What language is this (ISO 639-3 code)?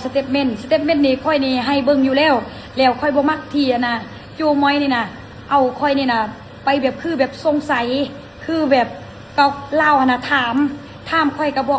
lao